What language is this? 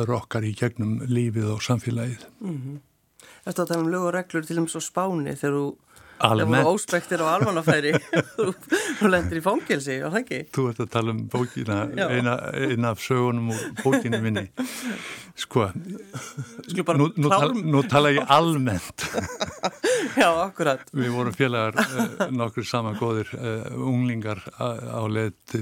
Icelandic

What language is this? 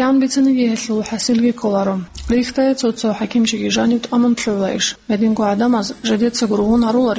Avaric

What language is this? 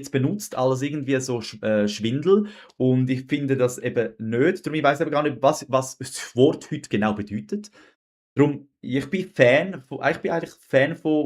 Swiss German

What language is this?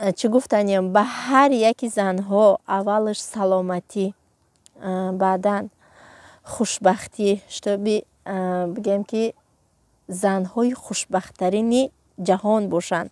Tajik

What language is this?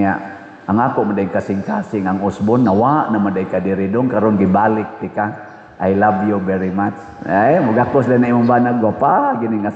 Cebuano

